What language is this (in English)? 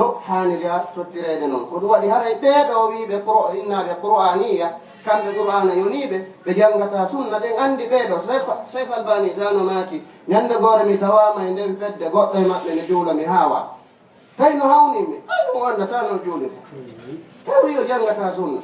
Fula